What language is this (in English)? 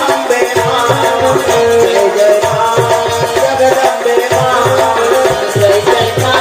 Chhattisgarhi